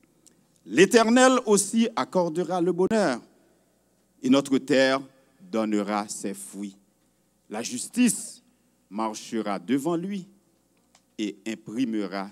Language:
French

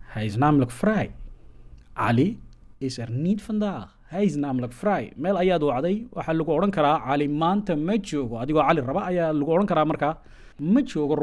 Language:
Somali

